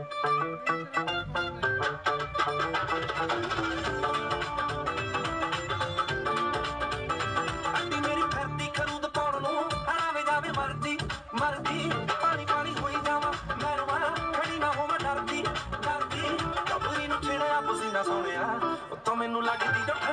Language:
Punjabi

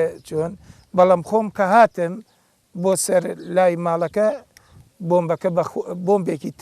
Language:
Central Kurdish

